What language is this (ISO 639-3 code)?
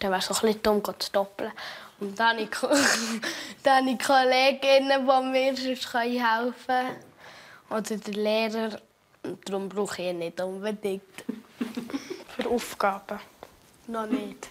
gsw